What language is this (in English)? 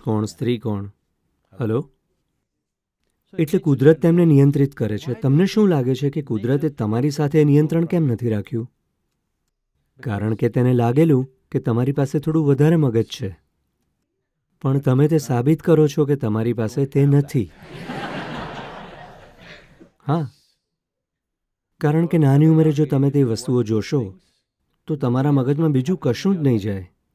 Gujarati